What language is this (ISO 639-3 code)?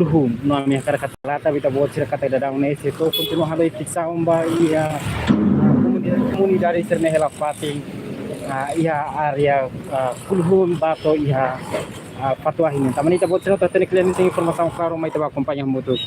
tet